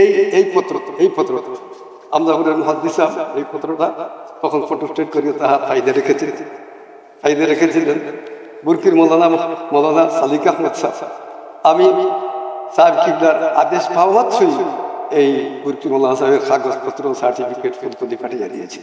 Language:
Sylheti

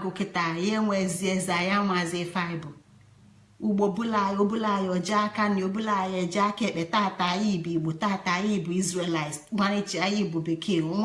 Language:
Igbo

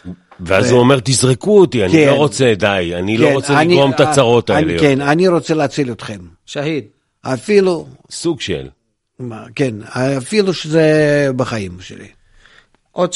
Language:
Hebrew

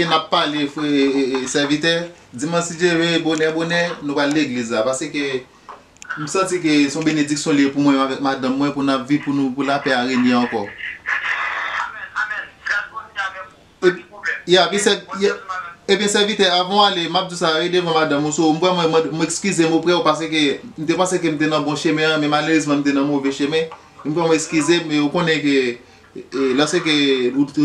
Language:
Haitian Creole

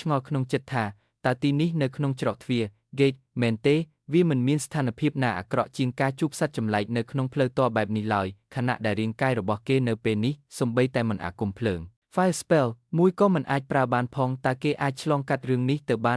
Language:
Khmer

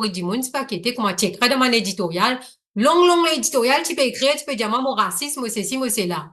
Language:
Morisyen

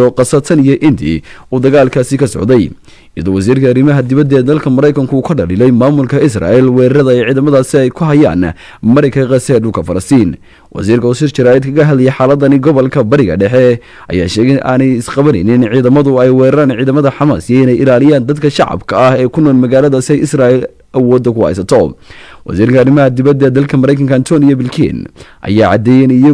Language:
Somali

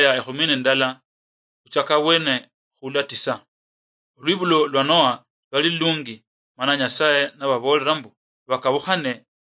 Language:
Luyia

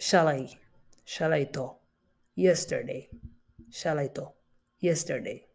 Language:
English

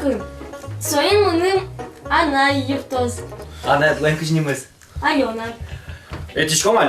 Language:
Udmurt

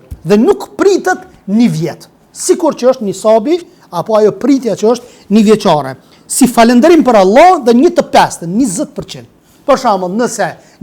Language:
Albanian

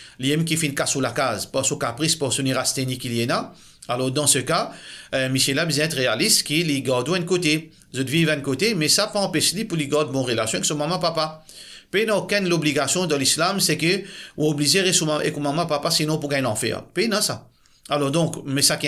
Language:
Morisyen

